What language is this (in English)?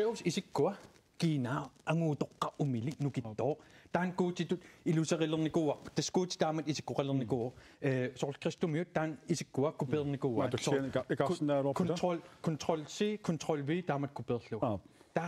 Kalaallisut